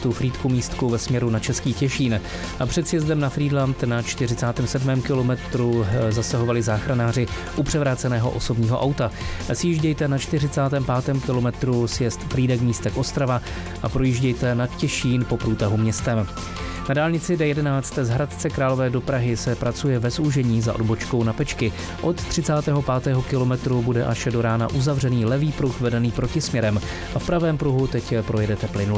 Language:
Czech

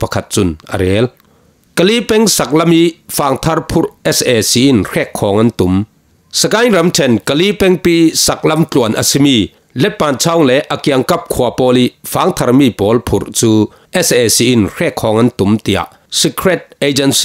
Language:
Falam Chin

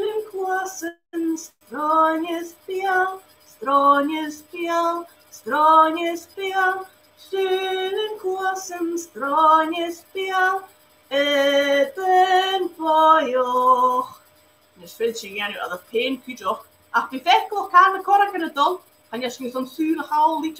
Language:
Scottish Gaelic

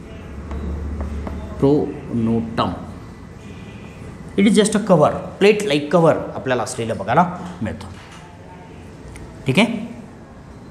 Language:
Marathi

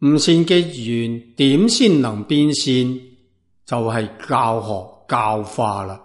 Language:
Cantonese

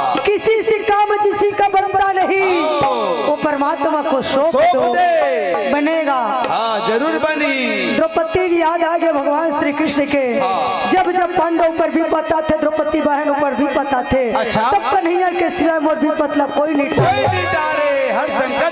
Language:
Chhattisgarhi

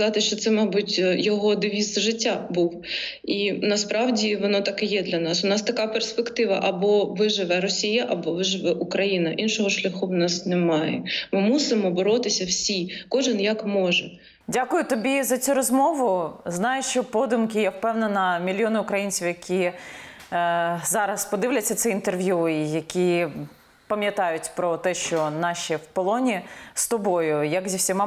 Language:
Ukrainian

